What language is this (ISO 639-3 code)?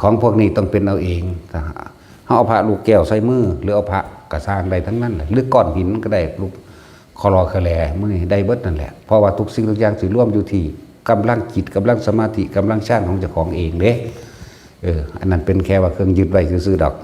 tts